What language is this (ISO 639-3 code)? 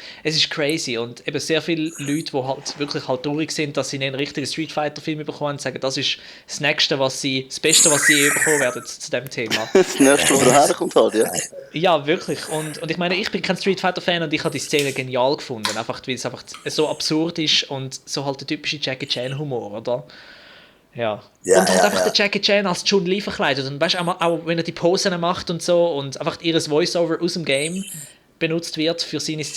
gsw